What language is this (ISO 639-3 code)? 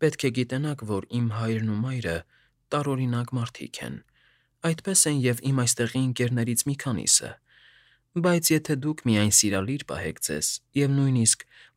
hye